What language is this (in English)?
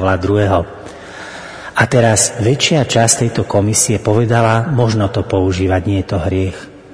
Slovak